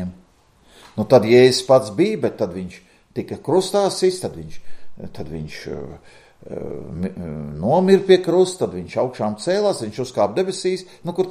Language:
Latvian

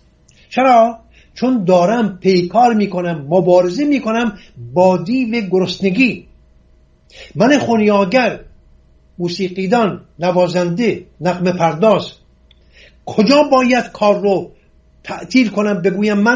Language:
Persian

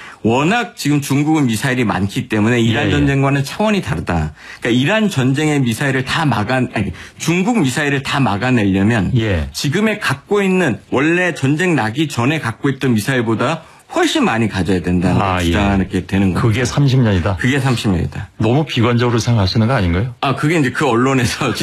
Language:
Korean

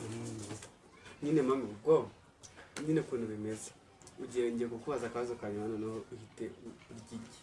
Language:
Kinyarwanda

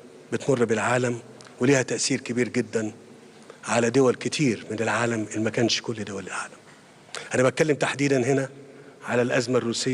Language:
Egyptian Arabic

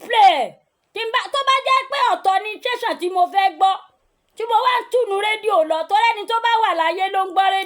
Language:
Yoruba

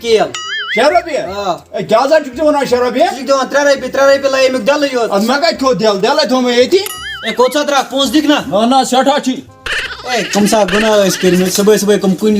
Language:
Kashmiri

